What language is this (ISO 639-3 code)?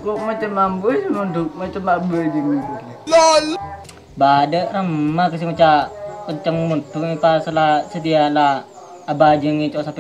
mad